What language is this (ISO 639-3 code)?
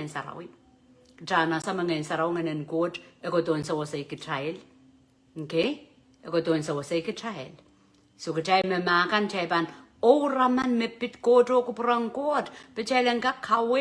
pon